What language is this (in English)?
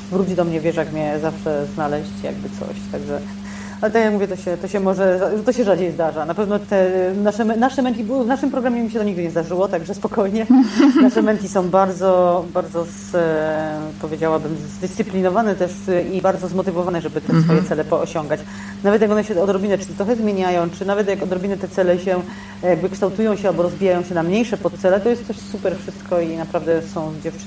Polish